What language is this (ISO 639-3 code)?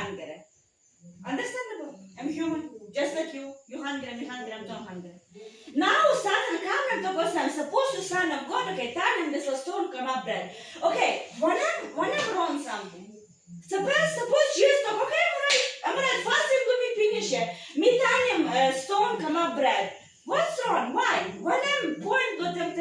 tpi